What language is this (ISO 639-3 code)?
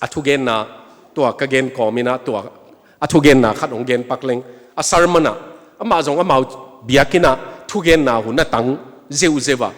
ctd